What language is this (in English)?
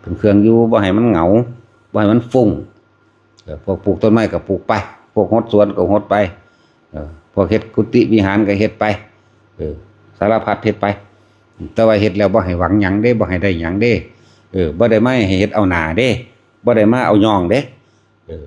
Lao